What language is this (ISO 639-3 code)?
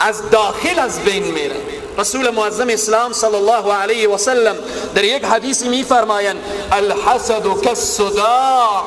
fas